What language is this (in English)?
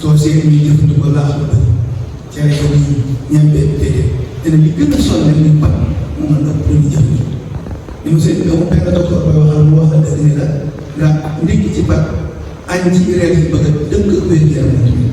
Wolof